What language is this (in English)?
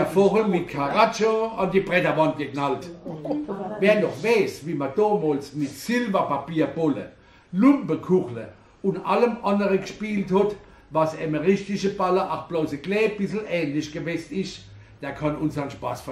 Palatine German